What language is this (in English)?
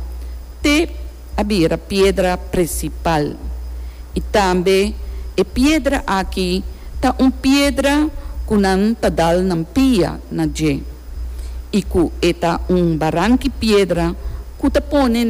Papiamento